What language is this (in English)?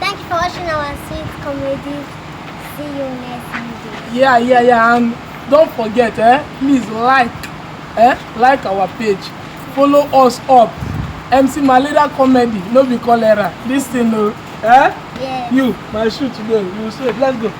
Nigerian Pidgin